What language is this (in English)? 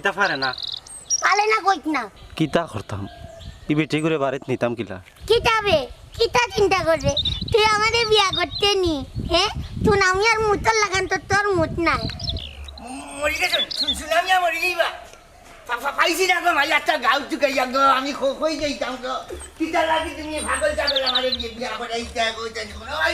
Sylheti